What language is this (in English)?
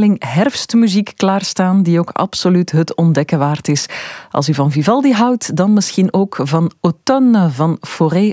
Dutch